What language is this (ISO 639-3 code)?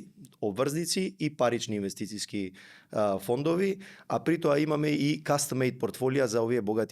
mkd